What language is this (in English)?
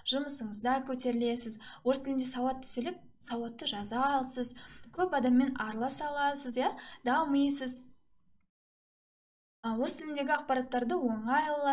Kazakh